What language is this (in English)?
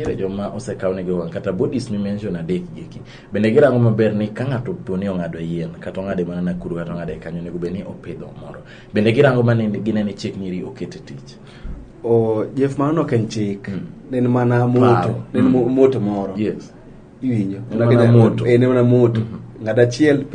Luo (Kenya and Tanzania)